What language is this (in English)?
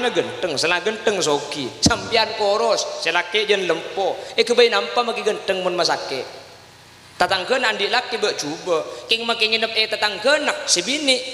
Madurese